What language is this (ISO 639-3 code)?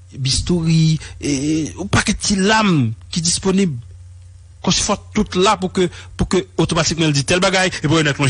hat